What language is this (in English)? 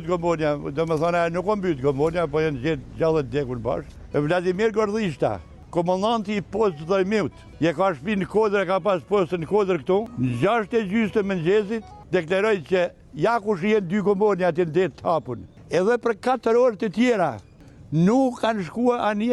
Albanian